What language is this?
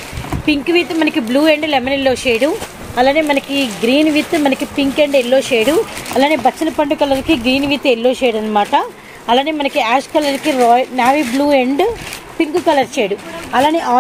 Telugu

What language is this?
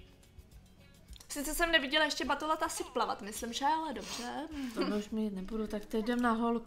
Czech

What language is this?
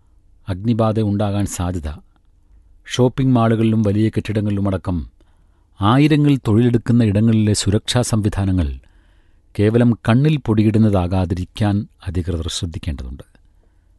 Malayalam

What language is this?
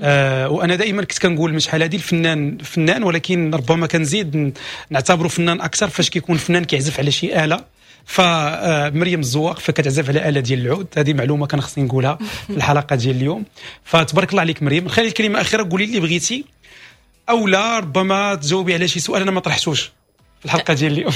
Moroccan Arabic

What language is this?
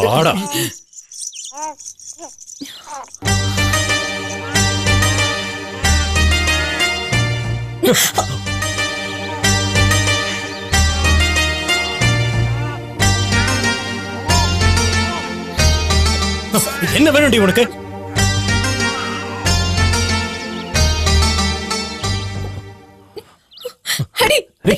Tamil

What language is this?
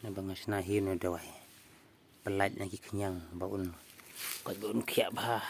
Khasi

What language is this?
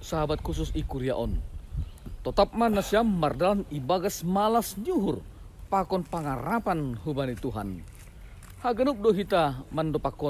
Batak Simalungun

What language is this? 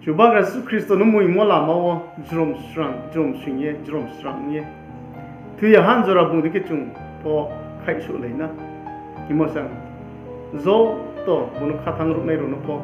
Riang (India)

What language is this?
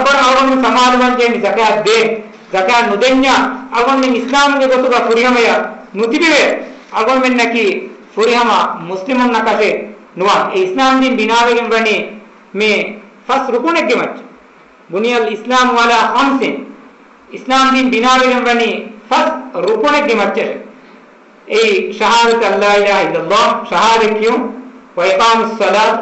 Divehi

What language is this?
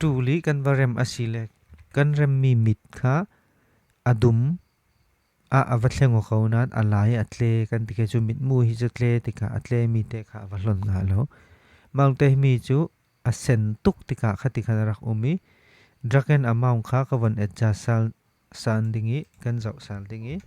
Falam Chin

